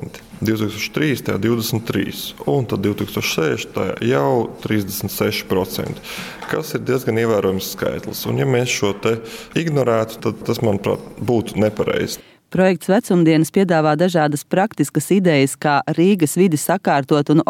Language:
Latvian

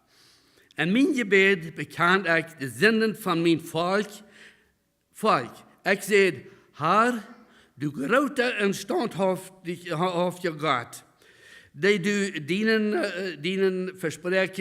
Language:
Plautdietsch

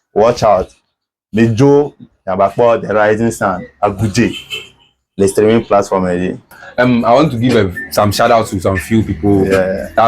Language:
Ewe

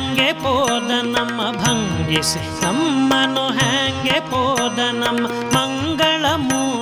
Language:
Kannada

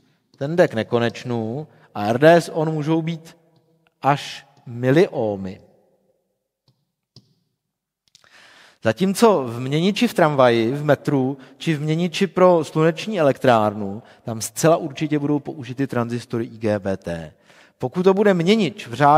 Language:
Czech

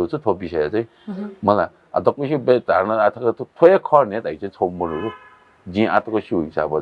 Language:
Newari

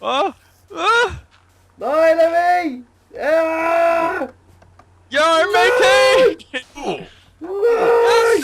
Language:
Faroese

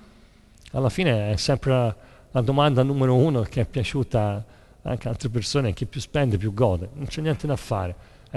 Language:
Italian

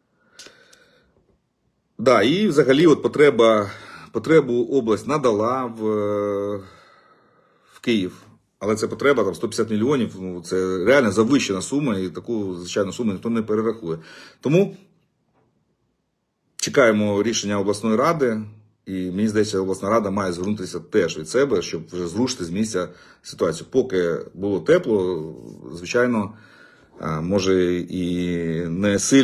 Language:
Ukrainian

